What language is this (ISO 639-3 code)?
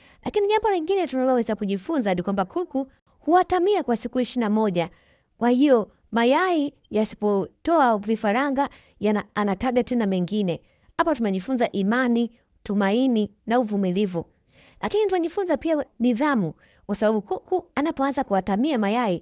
swa